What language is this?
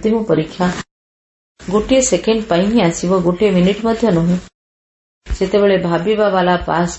Odia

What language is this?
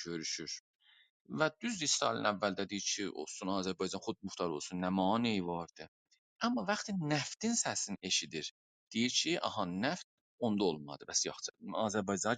South Azerbaijani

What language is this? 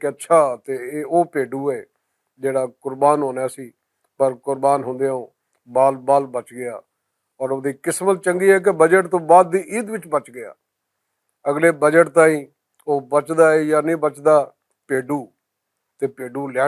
Western Panjabi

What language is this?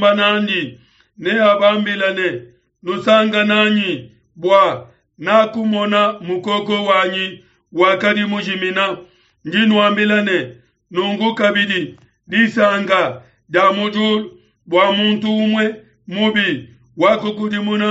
Luba-Lulua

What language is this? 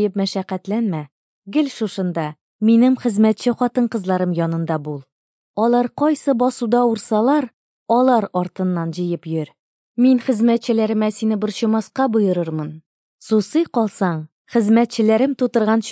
Tatar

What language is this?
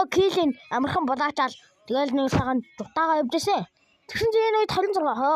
Mongolian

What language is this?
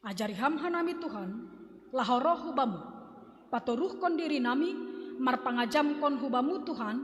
Batak Simalungun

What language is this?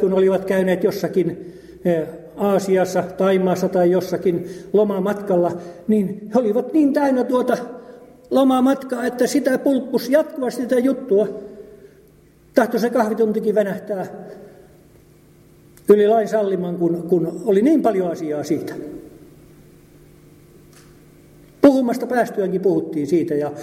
Finnish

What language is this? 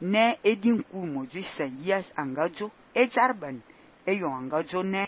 Fang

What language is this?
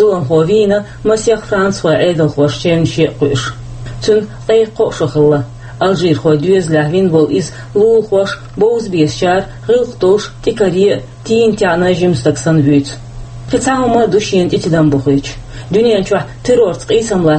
Chechen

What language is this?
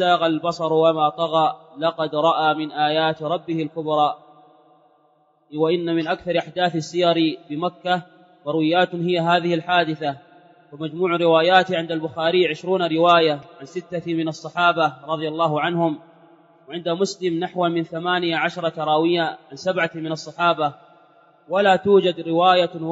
Arabic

